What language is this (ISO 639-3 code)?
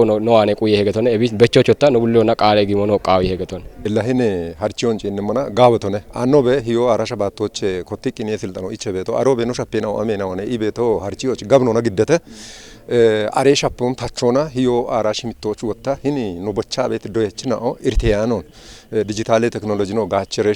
kbr